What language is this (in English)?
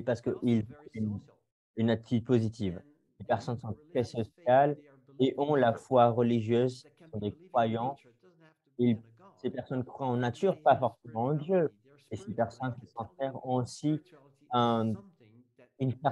French